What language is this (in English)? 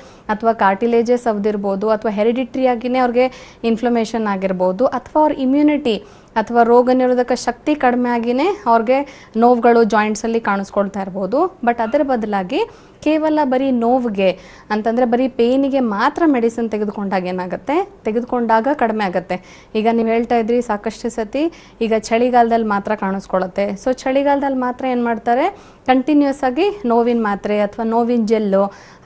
Kannada